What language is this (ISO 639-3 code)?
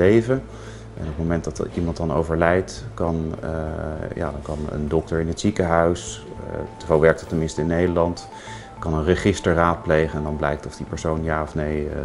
nld